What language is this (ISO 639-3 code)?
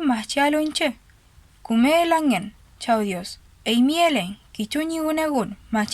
arn